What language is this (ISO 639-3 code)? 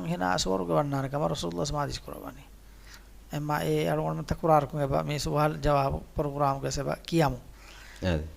div